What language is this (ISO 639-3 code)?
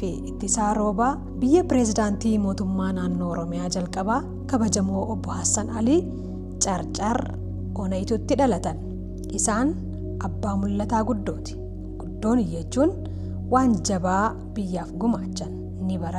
orm